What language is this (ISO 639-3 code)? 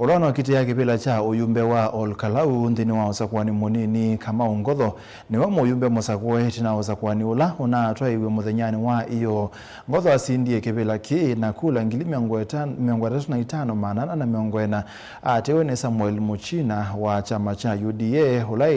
kam